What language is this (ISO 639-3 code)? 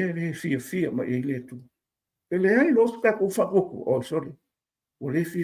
smo